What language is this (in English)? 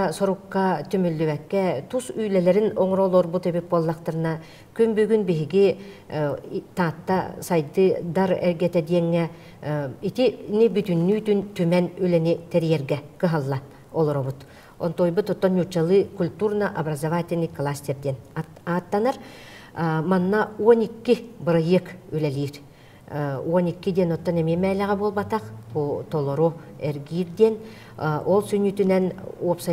Yakut